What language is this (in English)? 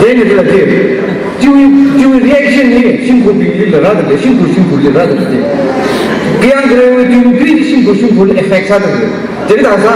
Tangkhul Naga (India)